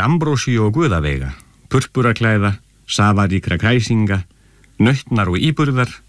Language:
Icelandic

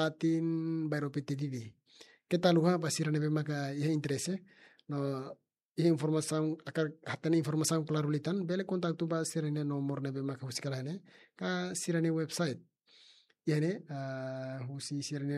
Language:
Tetum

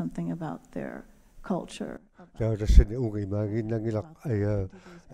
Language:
Kalaallisut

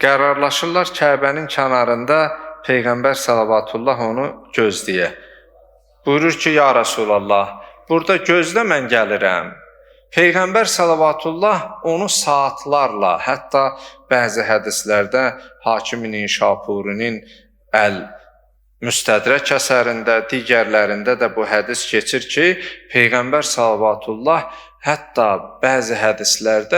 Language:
Azerbaijani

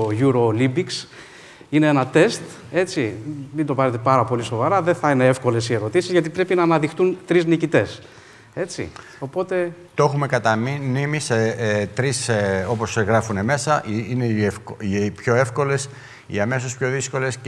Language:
Greek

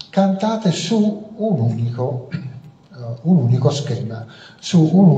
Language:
Italian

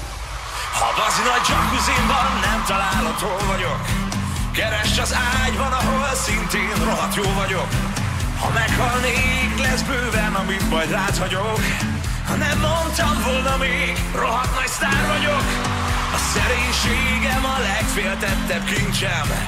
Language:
Hungarian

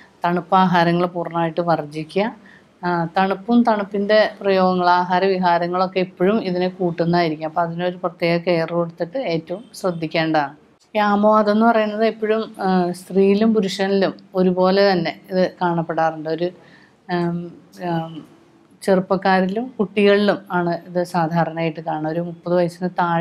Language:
Malayalam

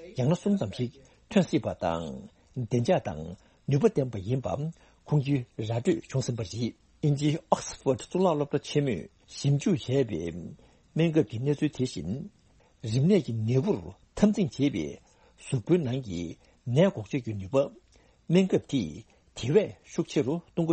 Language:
Tibetan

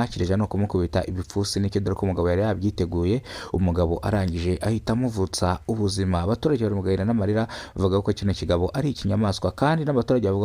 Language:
Kinyarwanda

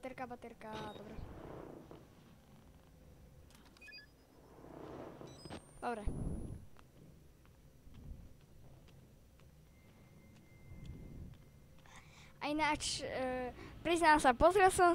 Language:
Slovak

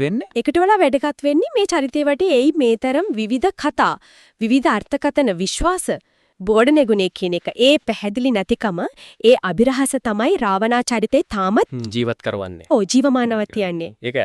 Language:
Sinhala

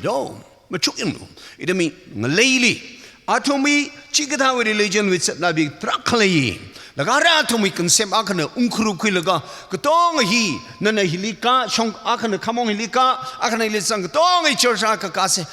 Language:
Tangkhul Naga (India)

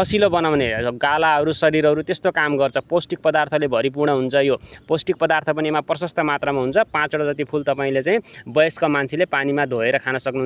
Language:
Nepali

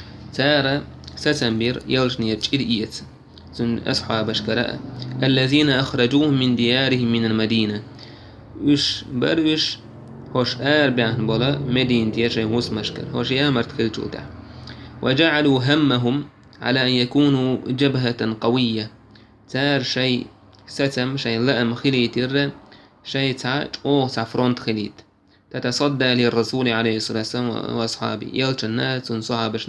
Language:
Chechen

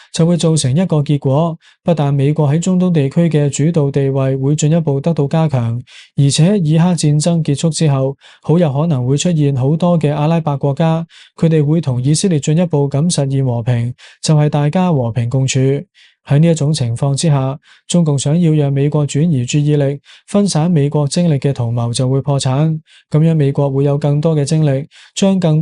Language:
Cantonese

